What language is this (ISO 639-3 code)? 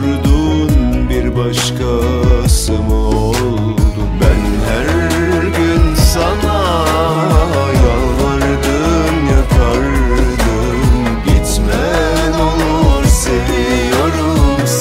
tur